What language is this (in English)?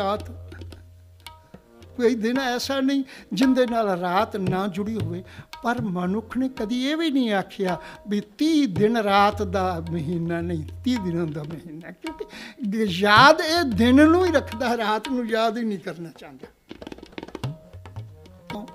Punjabi